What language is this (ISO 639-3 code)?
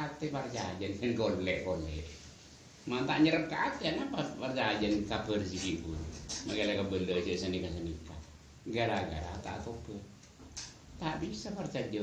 mad